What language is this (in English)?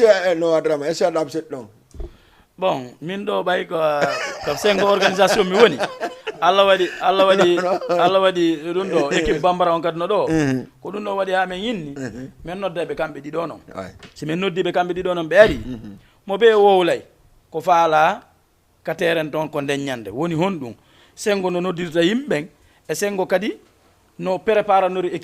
Fula